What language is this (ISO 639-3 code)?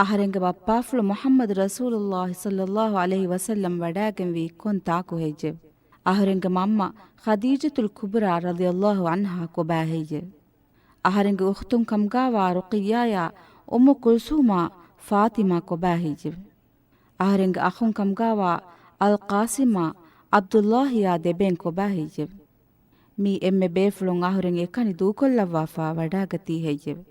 div